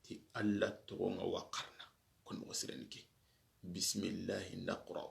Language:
Soninke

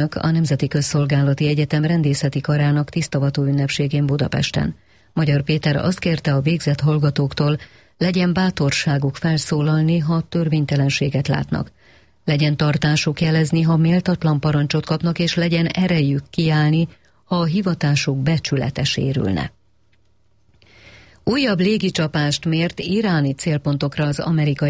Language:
Hungarian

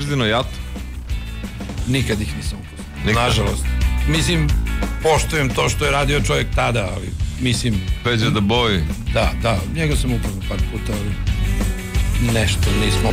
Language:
Serbian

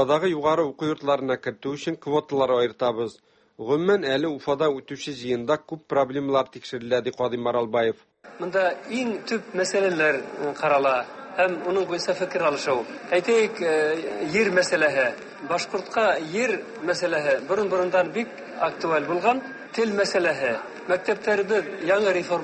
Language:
Tatar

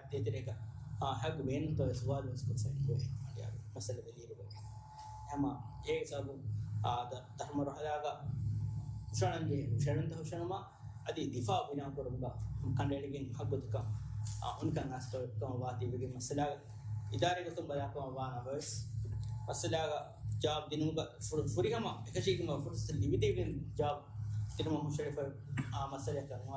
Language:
Divehi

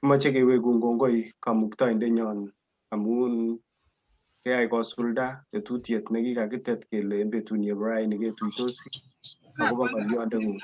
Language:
Kalenjin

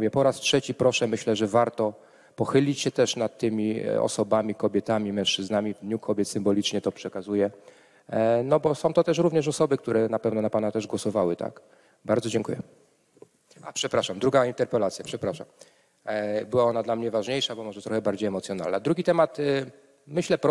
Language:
Polish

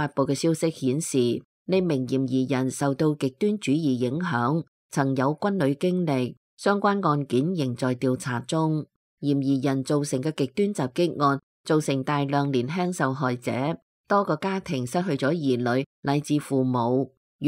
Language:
Cantonese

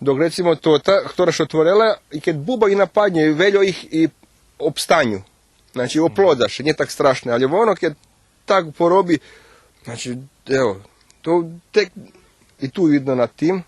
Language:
Rusyn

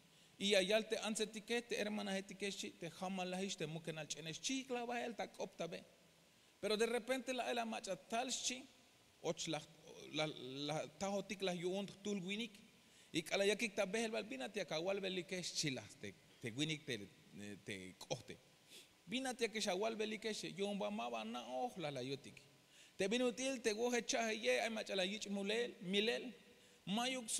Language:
Tzeltal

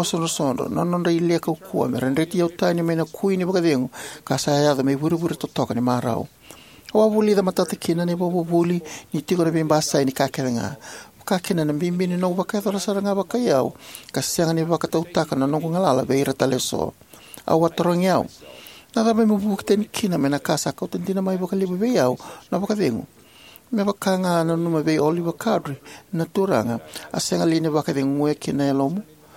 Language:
Fijian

